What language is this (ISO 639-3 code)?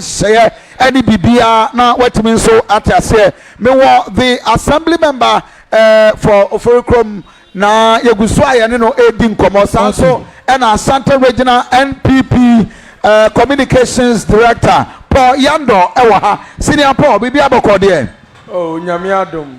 aka